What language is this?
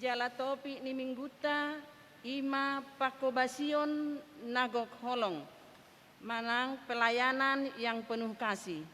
Batak Toba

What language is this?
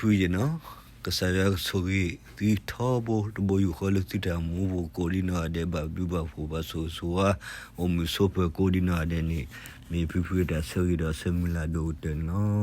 S'gaw Karen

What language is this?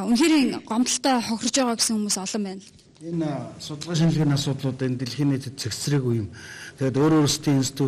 Mongolian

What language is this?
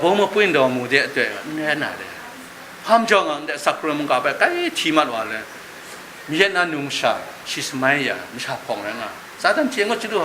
Kachin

